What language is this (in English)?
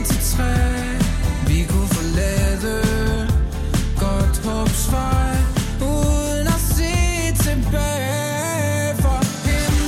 Danish